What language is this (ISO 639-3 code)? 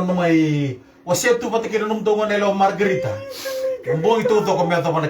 fij